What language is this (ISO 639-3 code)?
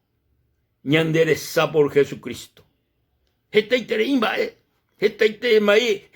grn